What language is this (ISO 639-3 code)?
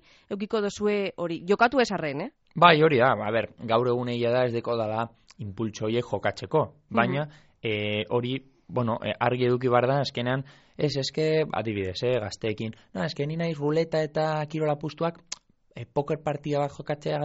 eus